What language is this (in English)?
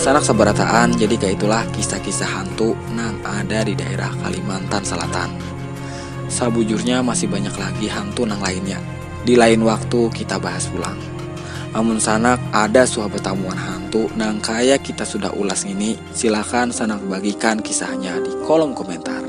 Banjar